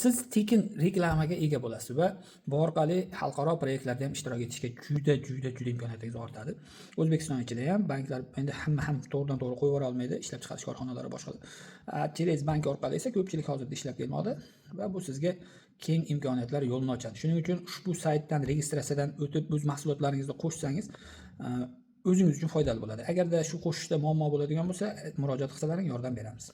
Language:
Uzbek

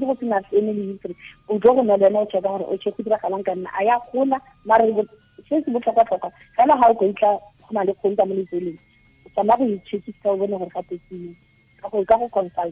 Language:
Tswana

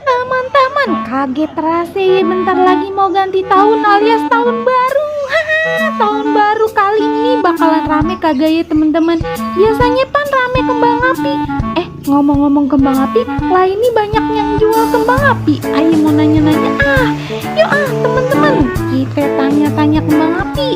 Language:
Betawi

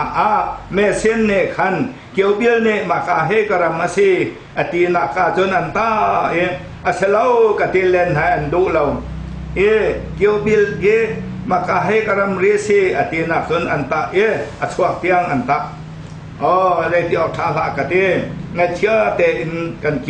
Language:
Hakha Chin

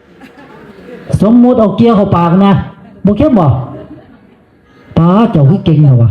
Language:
Northeastern Thai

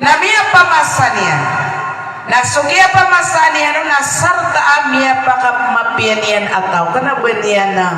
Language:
Maranao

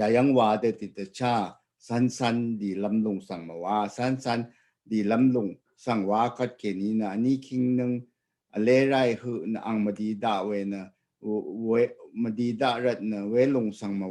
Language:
Rawang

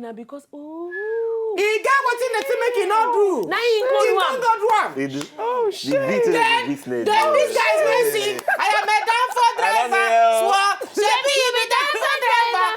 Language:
Nigerian Pidgin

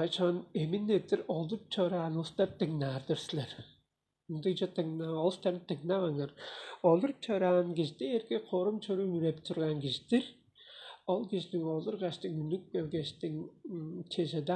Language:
Tuvinian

